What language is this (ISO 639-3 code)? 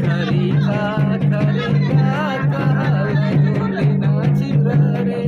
sck